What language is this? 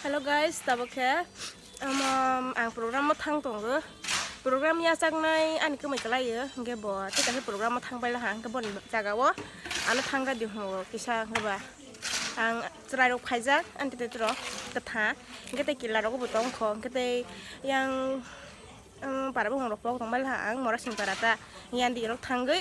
Kok Borok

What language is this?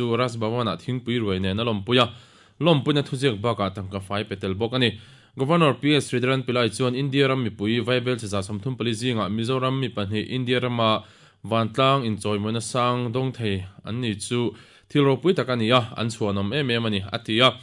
Mizo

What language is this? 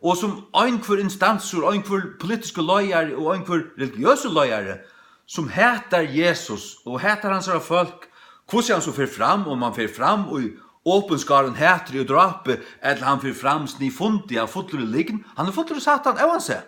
Faroese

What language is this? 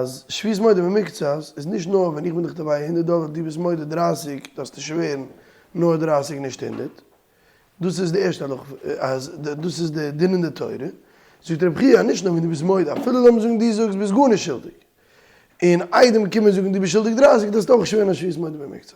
Yiddish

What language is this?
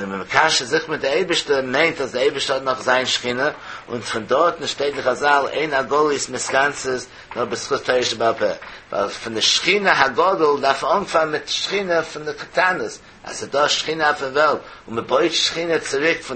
Yiddish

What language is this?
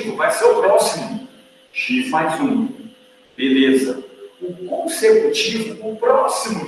Portuguese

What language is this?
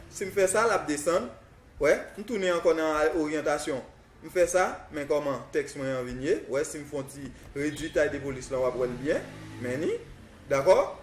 Haitian Creole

